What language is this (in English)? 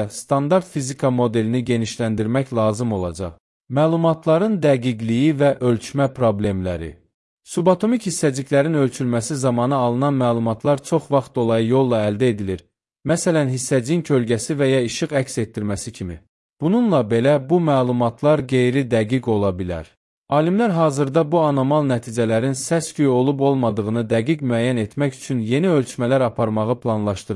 Azerbaijani